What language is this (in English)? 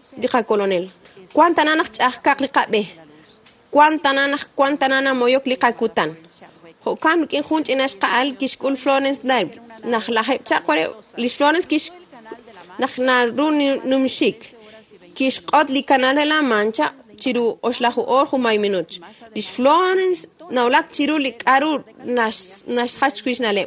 Kekchí